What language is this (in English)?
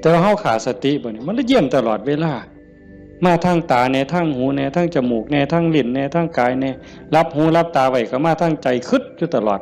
Northeastern Thai